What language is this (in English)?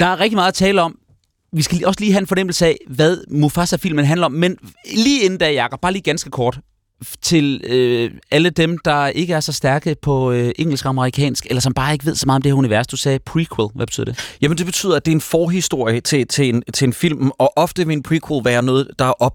Danish